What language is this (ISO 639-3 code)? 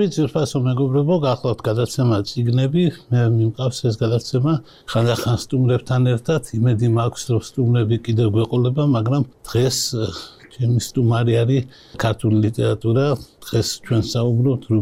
kat